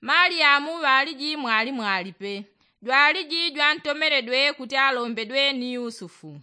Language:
Yao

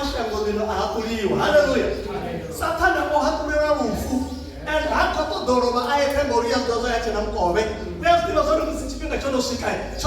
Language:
Venda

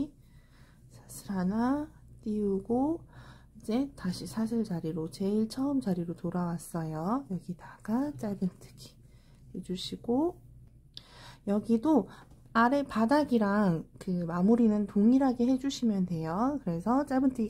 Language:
Korean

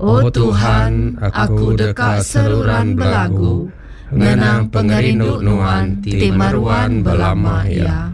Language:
Iban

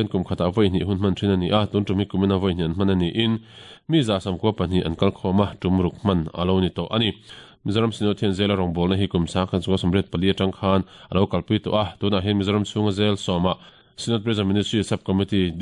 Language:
Mizo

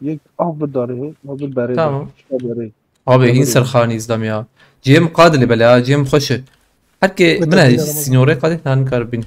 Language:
Kurdish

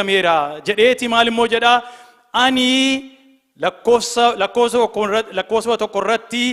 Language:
Oromo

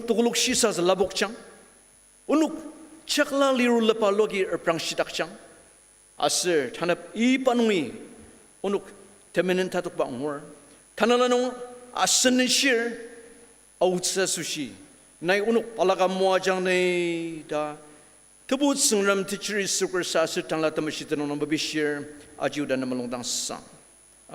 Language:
Ao Naga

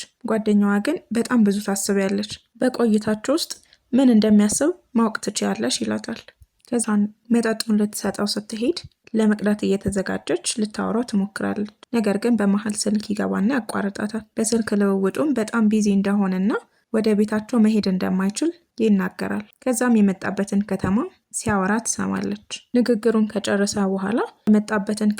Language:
Amharic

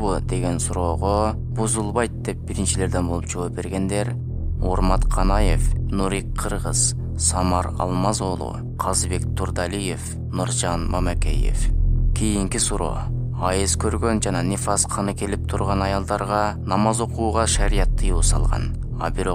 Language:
Kyrgyz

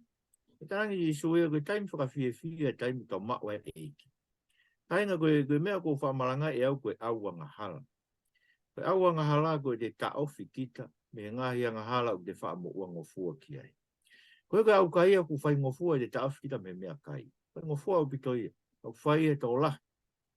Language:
Tongan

